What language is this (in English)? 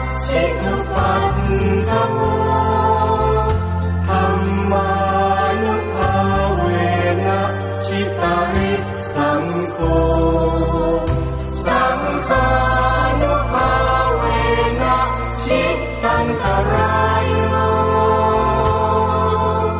Pali